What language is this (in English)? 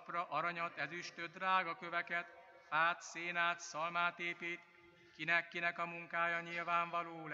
Hungarian